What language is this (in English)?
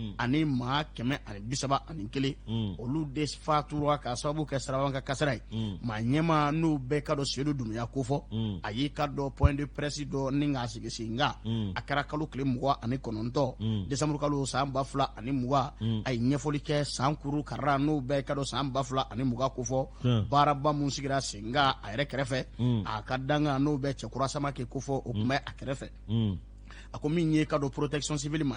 Bambara